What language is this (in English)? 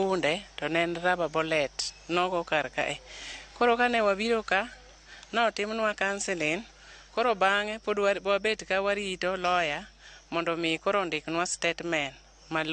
Luo (Kenya and Tanzania)